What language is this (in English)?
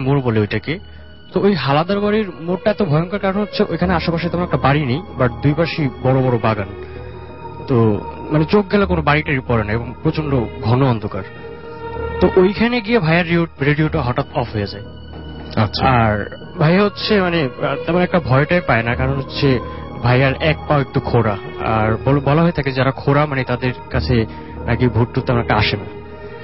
Bangla